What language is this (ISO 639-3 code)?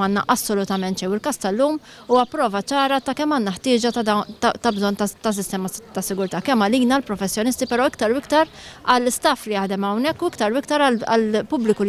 mlt